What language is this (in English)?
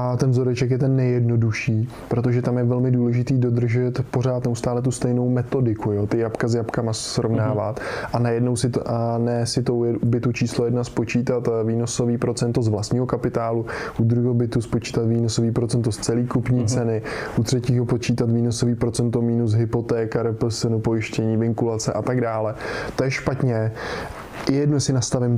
Czech